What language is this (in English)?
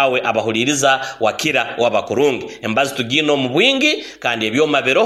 Nyoro